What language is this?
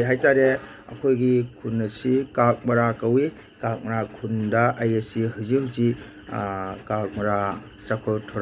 Manipuri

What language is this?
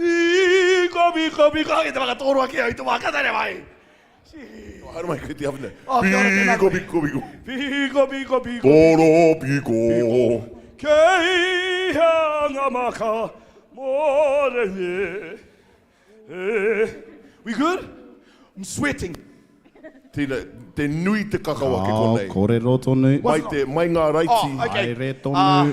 Māori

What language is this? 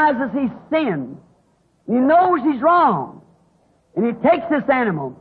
English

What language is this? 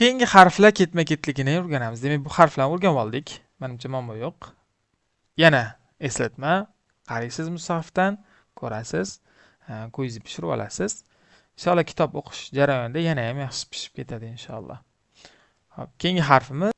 Uzbek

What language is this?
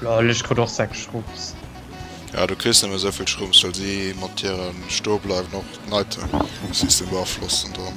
Luxembourgish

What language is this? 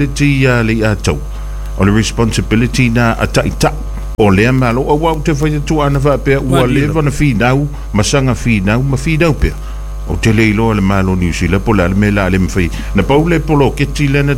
Samoan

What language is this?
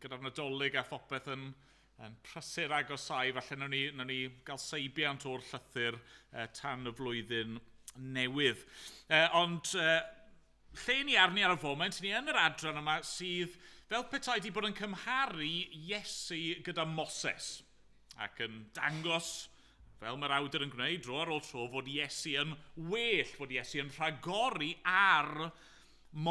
Welsh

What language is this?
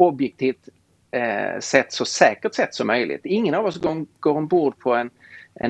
Swedish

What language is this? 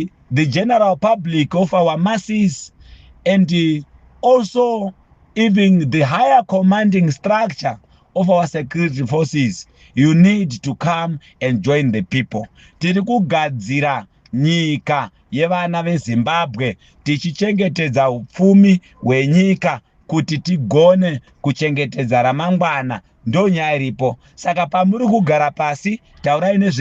Shona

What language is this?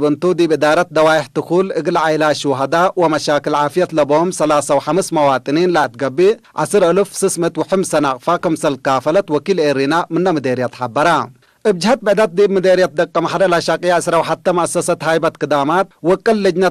Tigre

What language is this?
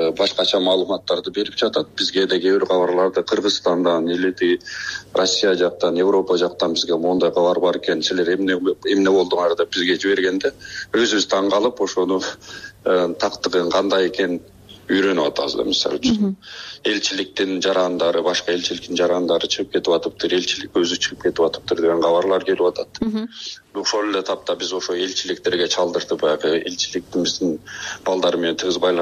Kyrgyz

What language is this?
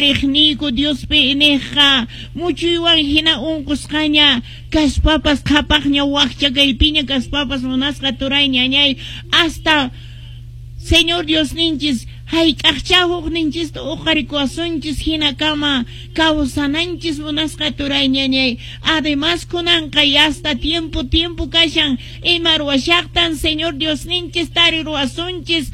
Quechua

